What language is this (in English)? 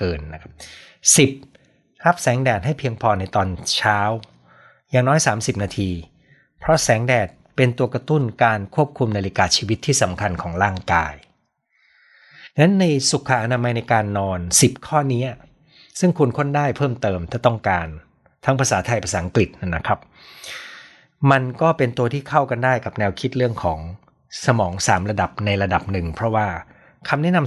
Thai